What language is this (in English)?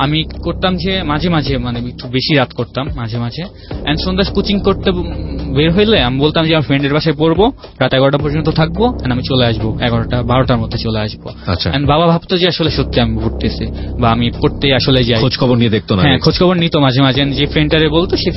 Bangla